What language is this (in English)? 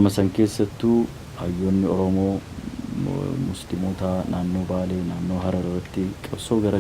Oromo